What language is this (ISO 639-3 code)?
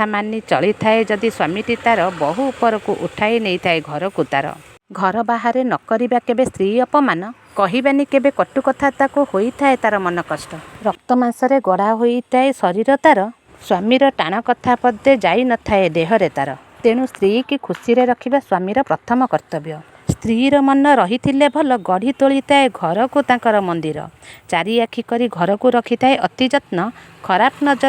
ori